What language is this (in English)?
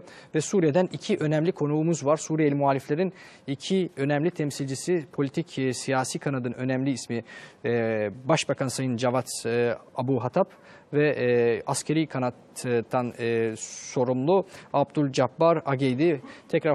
Turkish